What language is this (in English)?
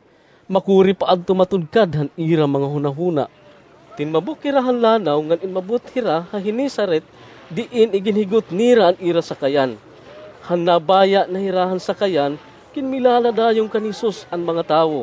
Waray